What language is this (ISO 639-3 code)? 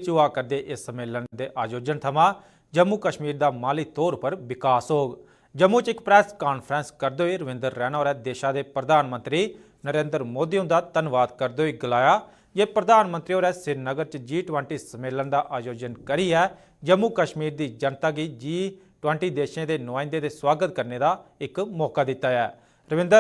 doi